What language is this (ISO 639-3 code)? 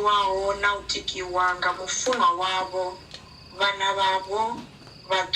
ven